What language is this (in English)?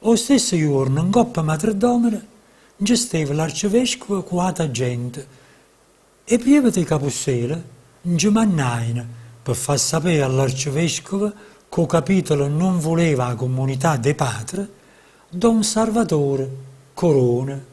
Neapolitan